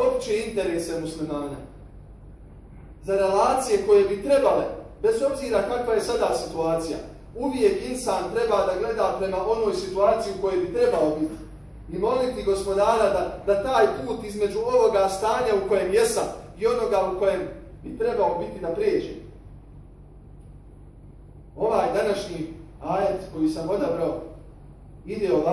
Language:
Bosnian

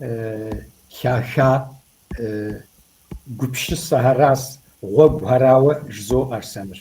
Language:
Kabardian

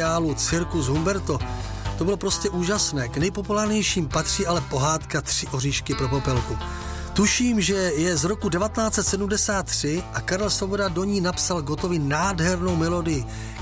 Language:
Czech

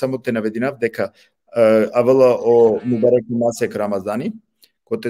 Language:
Balkan Romani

